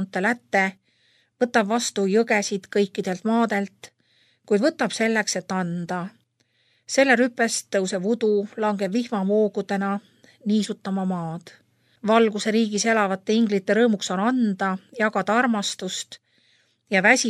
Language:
Estonian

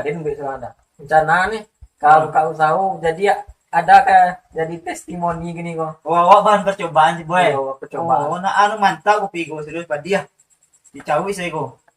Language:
Minangkabau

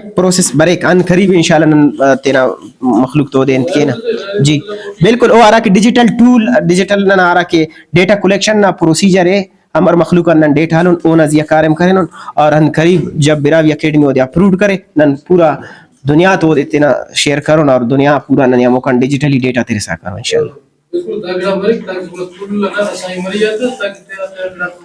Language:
Brahui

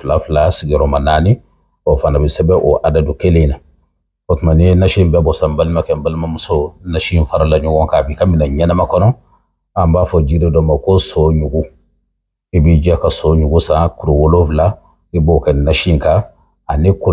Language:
Bambara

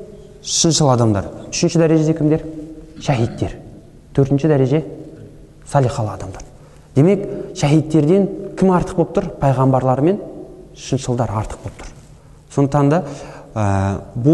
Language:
Kazakh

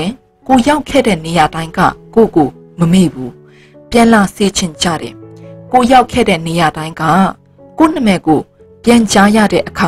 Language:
Burmese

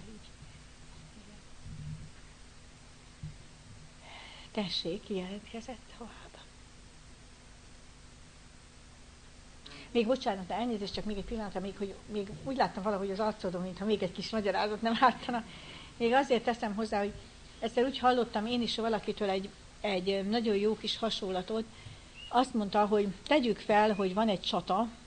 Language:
Hungarian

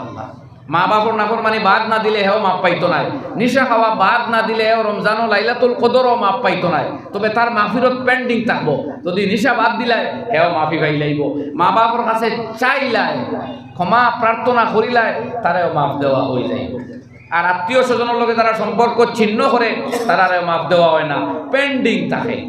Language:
Sylheti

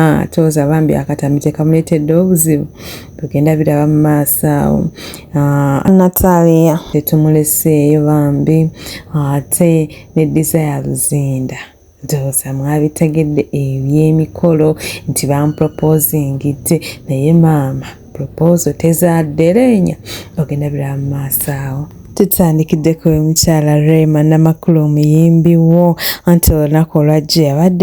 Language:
Ganda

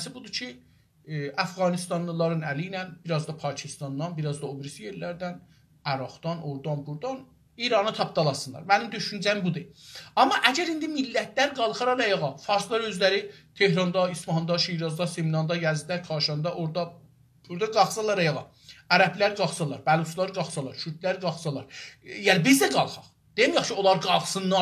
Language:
South Azerbaijani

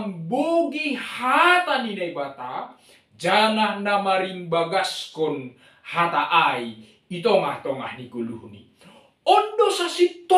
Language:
Batak Simalungun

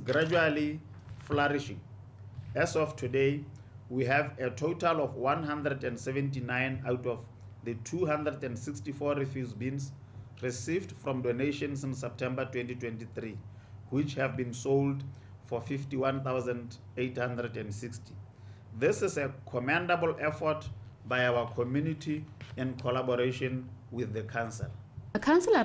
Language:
Tswana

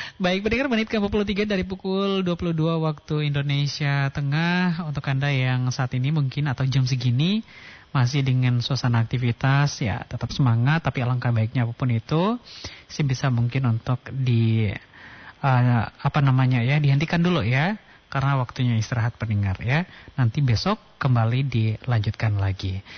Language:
Indonesian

